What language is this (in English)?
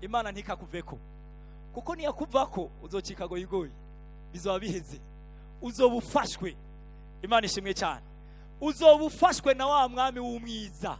Rundi